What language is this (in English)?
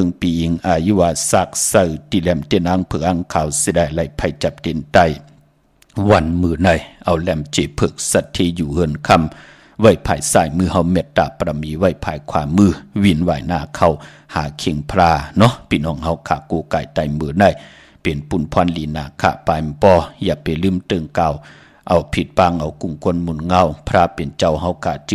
Shan